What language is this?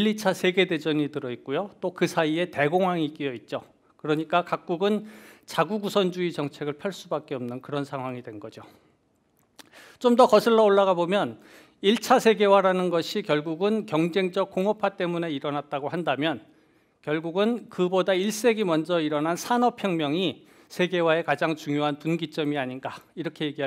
Korean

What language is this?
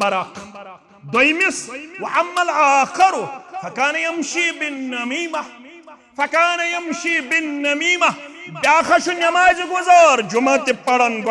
Kashmiri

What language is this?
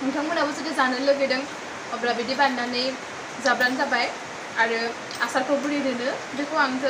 Bodo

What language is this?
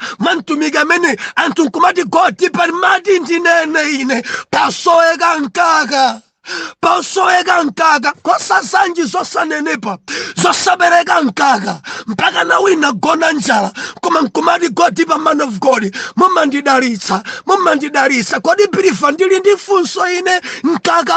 Nyanja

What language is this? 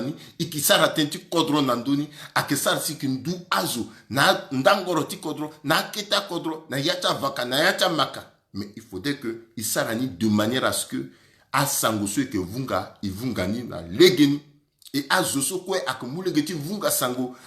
Sango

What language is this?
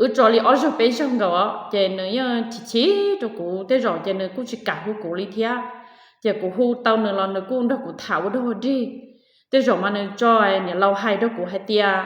Hmong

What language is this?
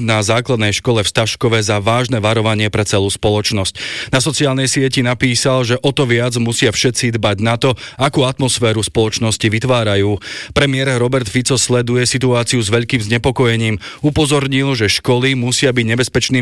Slovak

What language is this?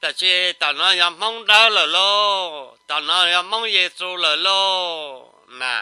Hmong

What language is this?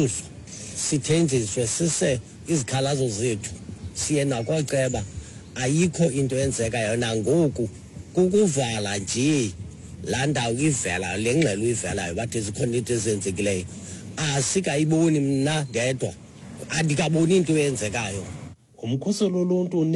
Xhosa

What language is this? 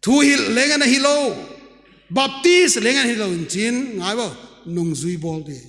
Paite Chin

